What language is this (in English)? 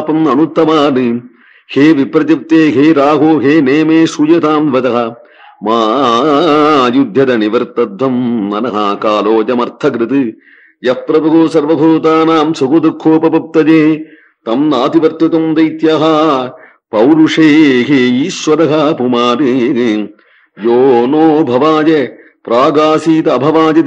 Sanskrit